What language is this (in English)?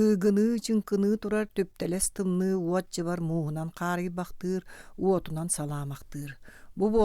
Yakut